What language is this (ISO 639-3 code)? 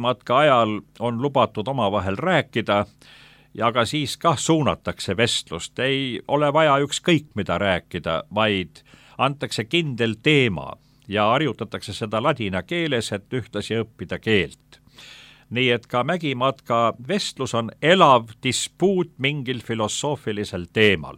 est